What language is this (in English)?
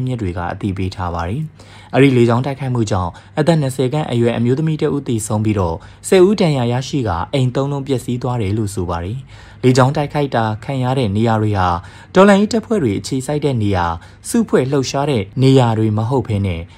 Burmese